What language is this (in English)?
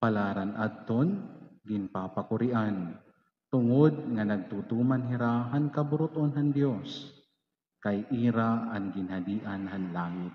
Waray